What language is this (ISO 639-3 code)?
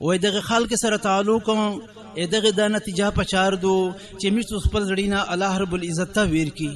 pus